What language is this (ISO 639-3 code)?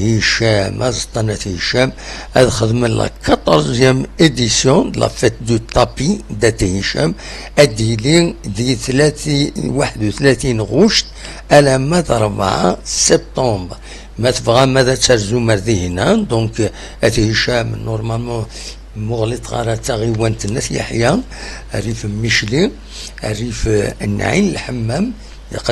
kab